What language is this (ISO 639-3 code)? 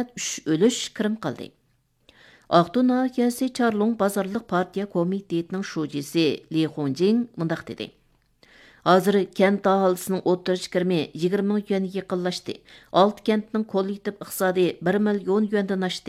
uig